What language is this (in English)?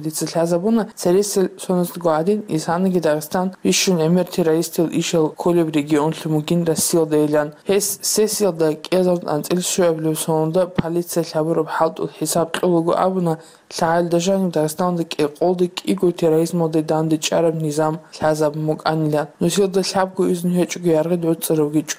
Avaric